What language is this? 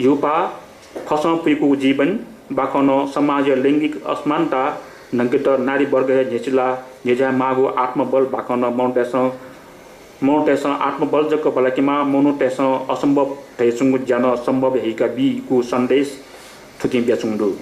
Newari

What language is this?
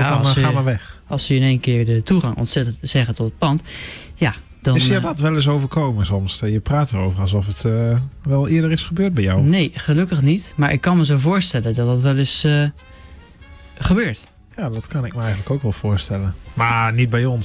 Dutch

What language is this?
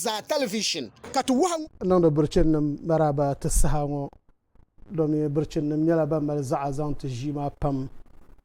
Dagbani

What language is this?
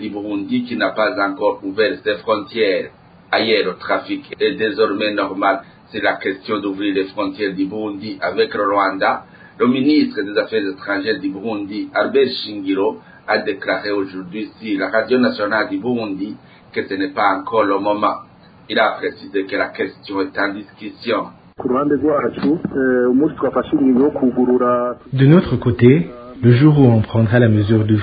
French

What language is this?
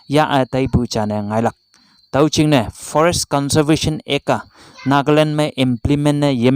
Konyak Naga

